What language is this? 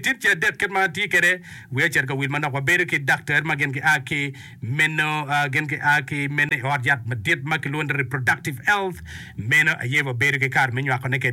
Acoli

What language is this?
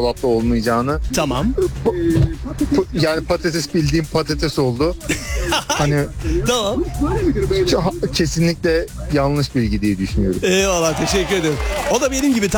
Turkish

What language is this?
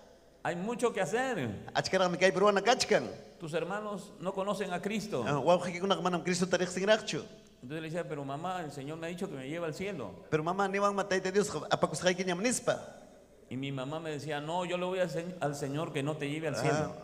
Ayacucho Quechua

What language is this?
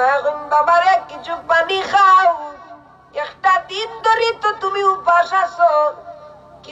Sylheti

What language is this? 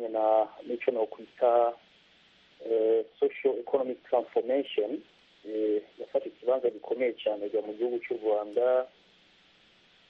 Kinyarwanda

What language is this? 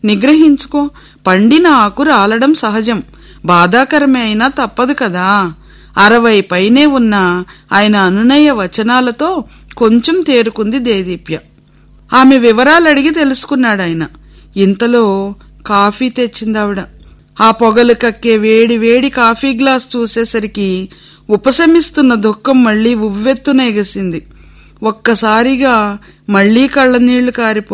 Telugu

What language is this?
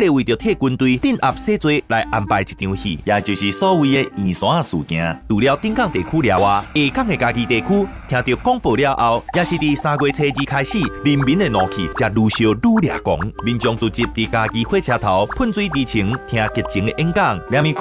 Min Nan Chinese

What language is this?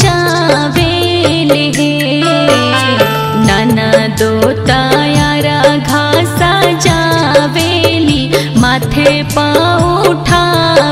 Bhojpuri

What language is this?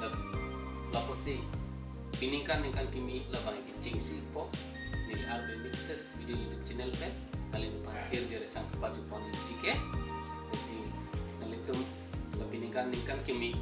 Karbi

